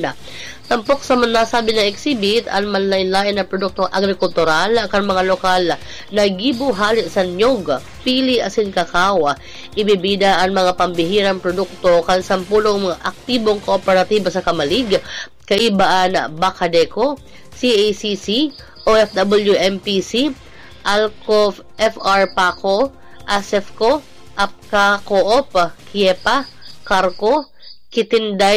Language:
Bikol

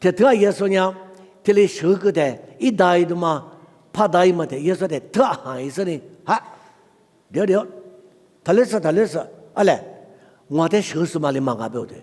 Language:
Lisu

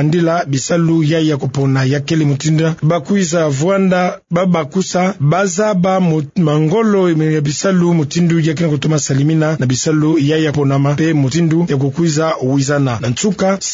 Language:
Kituba (Democratic Republic of Congo)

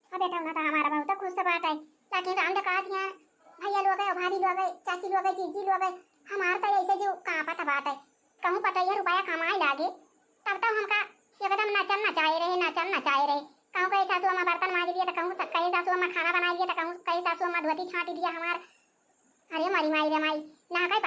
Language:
Awadhi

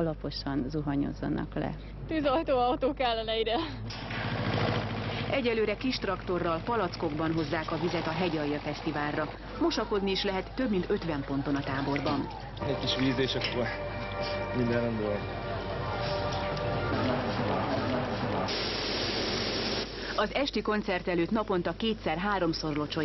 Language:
Hungarian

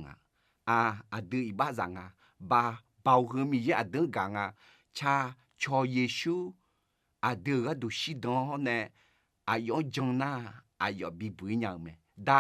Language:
Akha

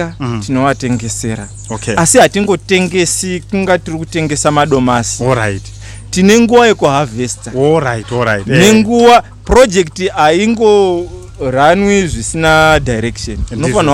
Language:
Shona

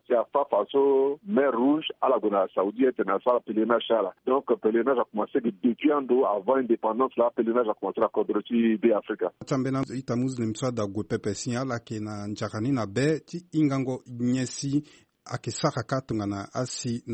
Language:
Sango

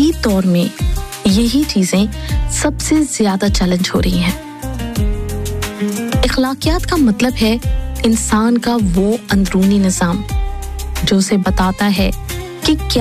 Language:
Urdu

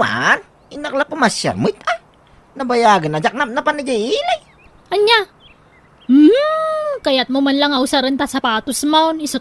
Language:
Iloko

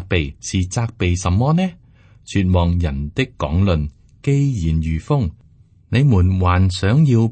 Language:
Cantonese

